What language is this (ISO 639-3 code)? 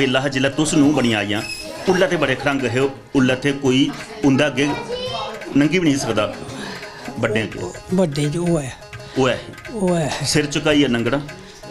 doi